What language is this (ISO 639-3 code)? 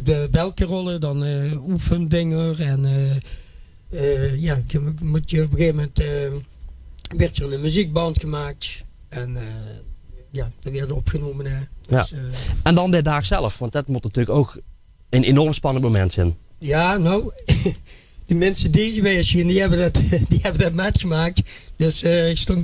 lim